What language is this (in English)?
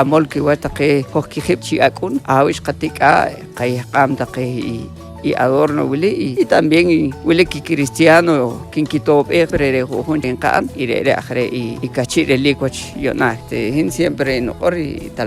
Poqomchi'